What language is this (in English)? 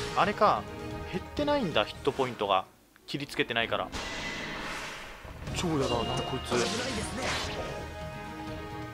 Japanese